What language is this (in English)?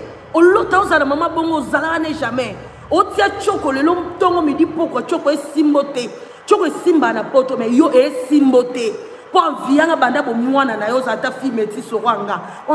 Lingala